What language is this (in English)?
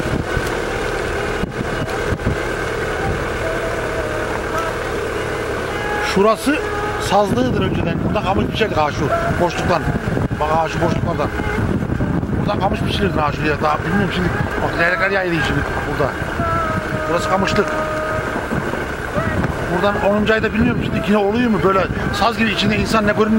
Turkish